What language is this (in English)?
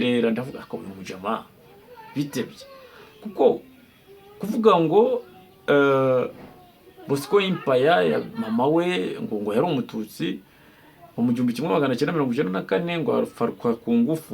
Kinyarwanda